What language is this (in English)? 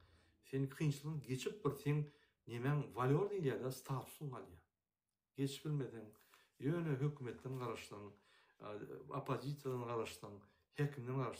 Turkmen